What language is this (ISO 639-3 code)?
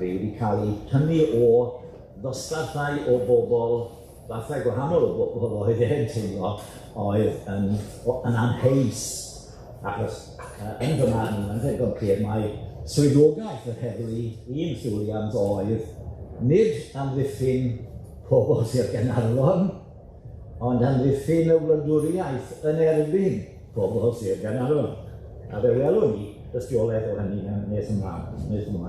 cym